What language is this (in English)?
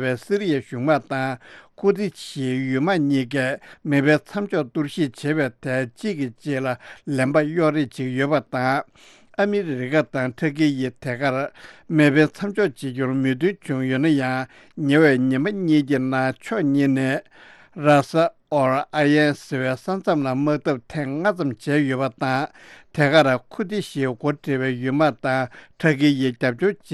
Tibetan